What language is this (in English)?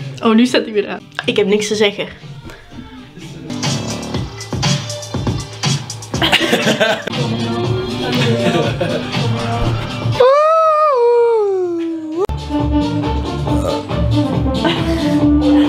Dutch